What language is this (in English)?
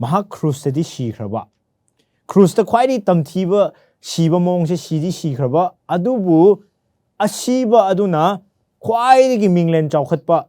Manipuri